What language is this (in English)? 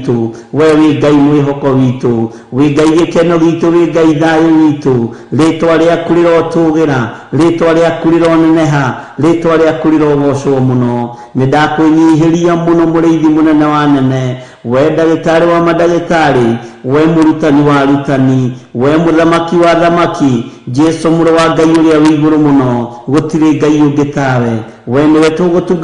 Kikuyu